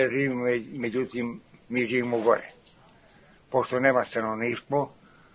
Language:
Serbian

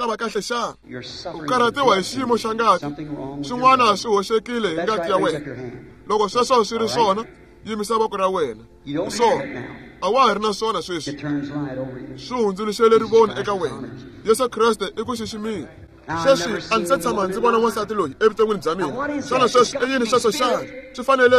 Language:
Tsonga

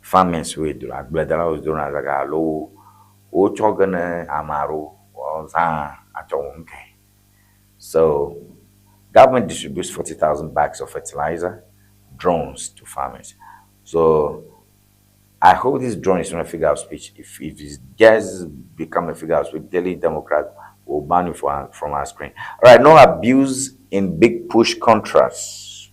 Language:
Ewe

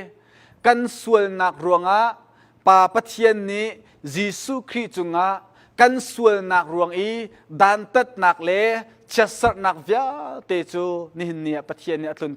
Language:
Hakha Chin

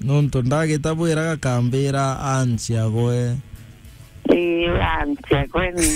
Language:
Meru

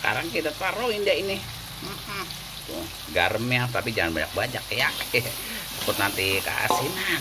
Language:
Betawi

